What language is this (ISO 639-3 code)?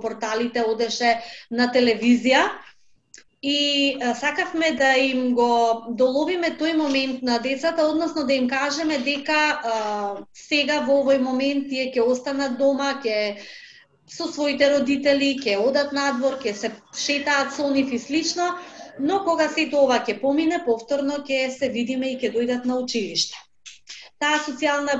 mkd